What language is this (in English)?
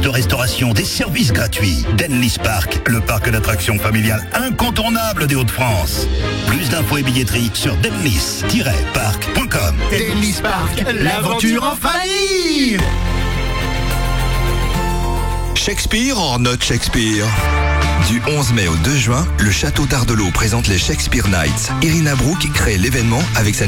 French